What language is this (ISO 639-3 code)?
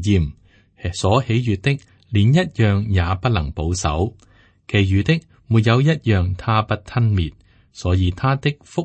yue